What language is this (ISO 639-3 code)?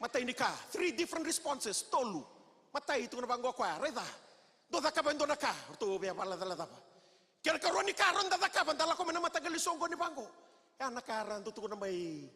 fij